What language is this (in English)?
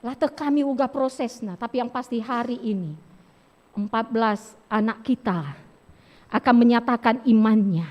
Batak Karo